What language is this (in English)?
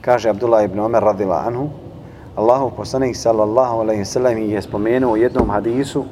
Bosnian